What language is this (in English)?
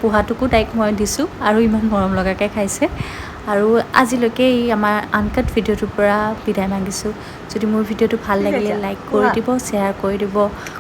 Assamese